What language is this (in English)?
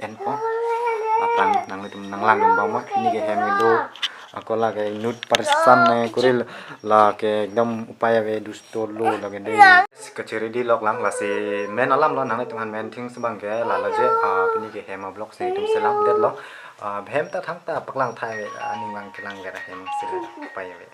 Karbi